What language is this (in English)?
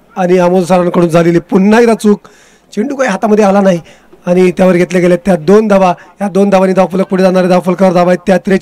Marathi